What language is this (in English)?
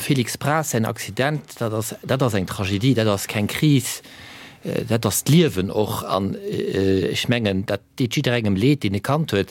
Luxembourgish